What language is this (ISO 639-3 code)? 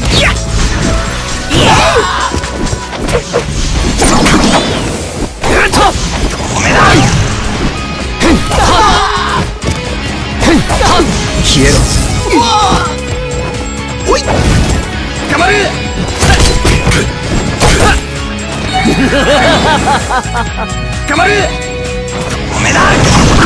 jpn